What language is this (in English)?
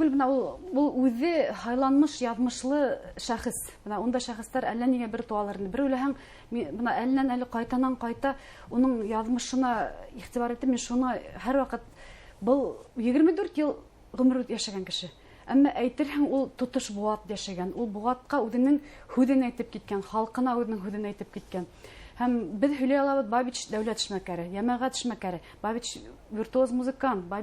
Bashkir